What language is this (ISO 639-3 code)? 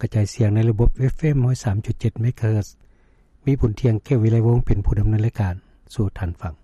lao